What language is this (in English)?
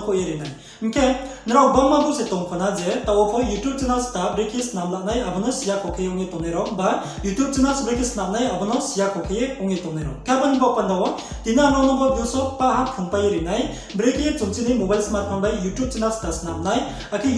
Riang (India)